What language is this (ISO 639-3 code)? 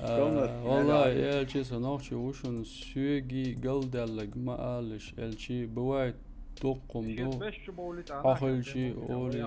che